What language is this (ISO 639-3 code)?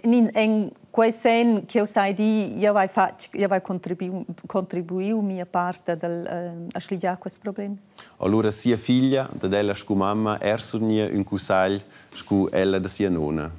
roh